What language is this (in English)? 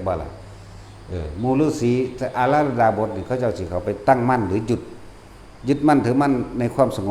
Lao